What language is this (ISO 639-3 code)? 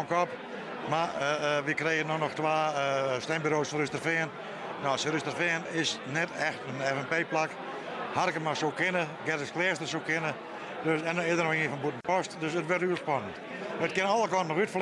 fry